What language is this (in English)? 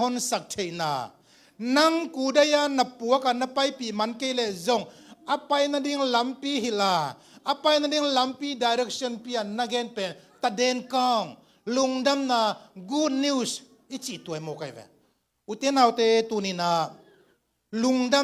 Tedim Chin